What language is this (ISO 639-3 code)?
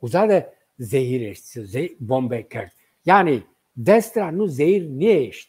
zza